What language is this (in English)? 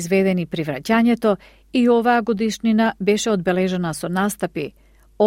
Macedonian